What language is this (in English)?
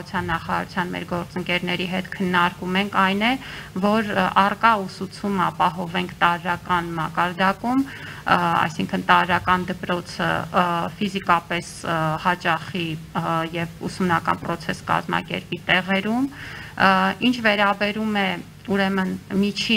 Armenian